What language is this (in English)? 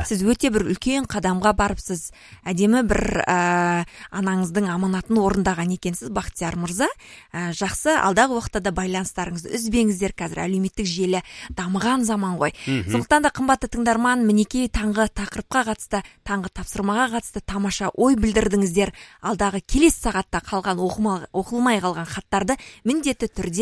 Kazakh